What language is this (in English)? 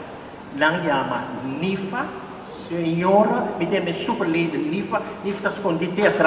Papiamento